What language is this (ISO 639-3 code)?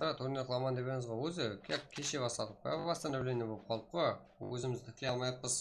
kaa